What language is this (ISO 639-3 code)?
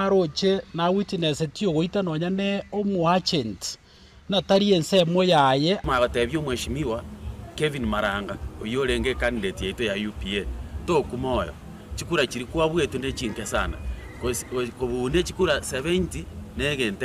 guz